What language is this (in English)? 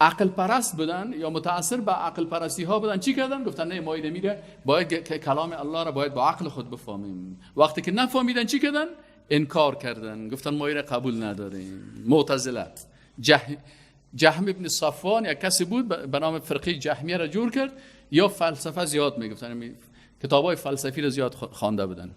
Persian